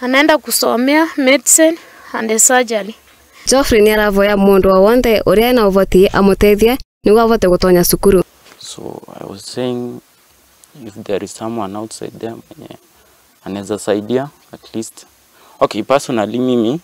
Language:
Kikuyu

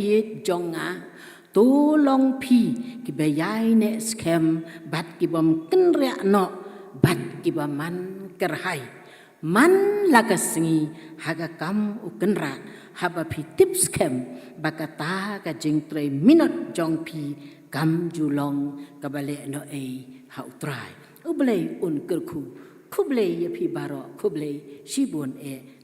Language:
Khasi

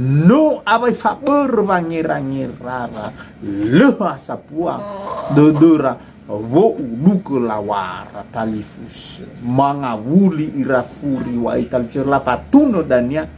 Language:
Nias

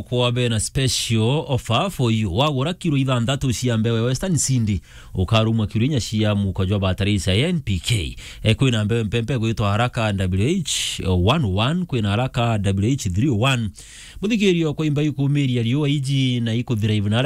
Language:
Meru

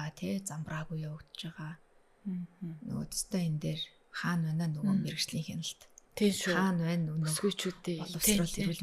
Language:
Mongolian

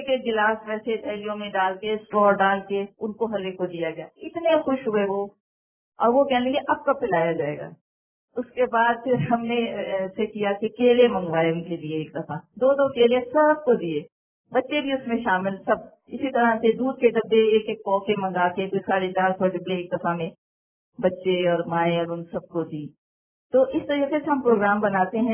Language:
Urdu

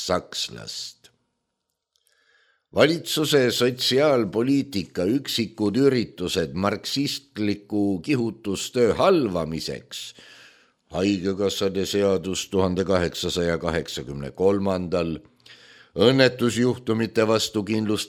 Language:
Estonian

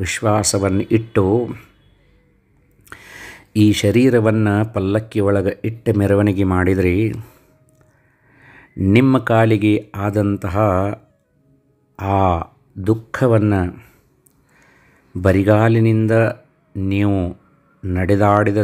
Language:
Kannada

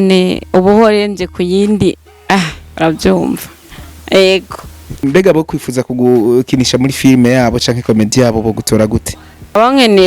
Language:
Rundi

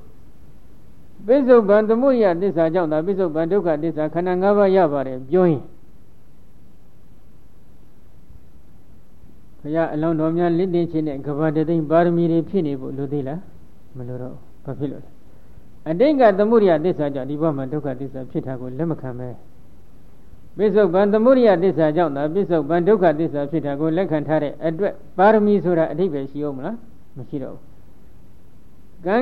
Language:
Burmese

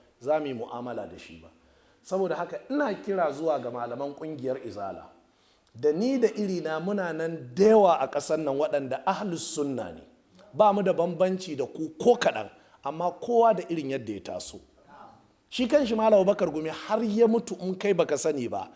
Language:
Hausa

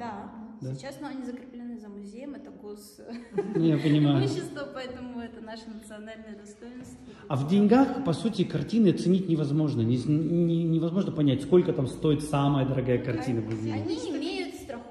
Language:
Russian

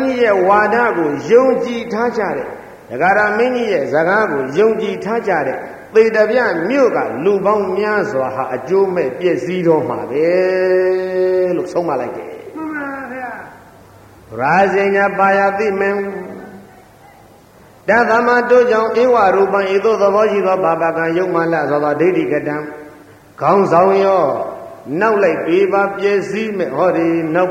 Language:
Burmese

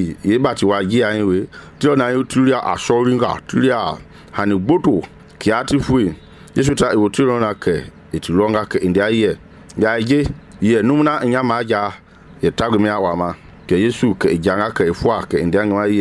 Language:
Mende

